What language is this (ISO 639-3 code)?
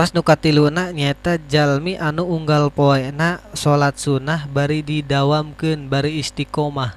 sun